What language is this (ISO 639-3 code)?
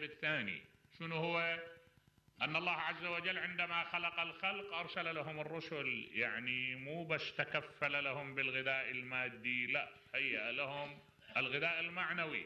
acm